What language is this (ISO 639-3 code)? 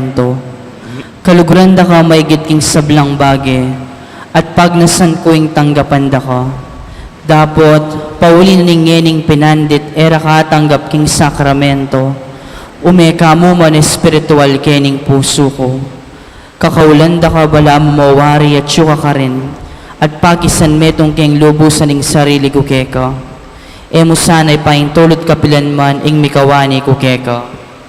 pam